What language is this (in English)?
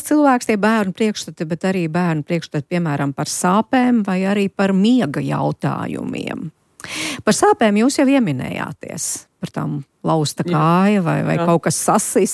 Latvian